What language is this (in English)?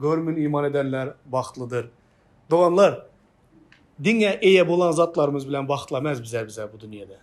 Turkmen